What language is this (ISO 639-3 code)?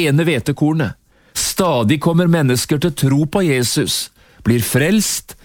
nor